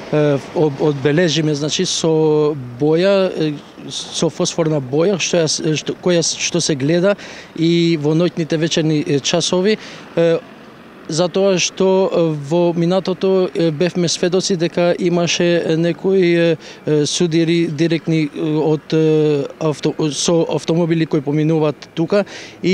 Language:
Macedonian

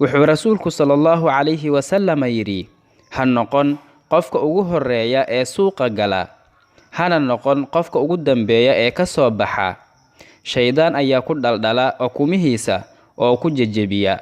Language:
Somali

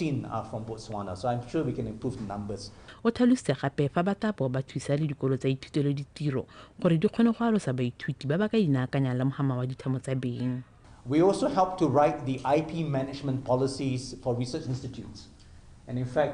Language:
Tswana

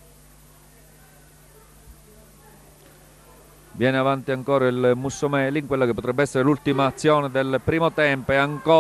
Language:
Italian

